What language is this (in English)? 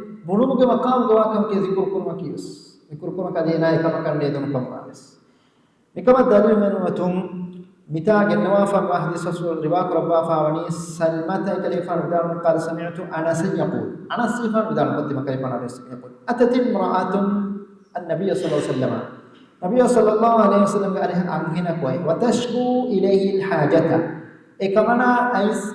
Divehi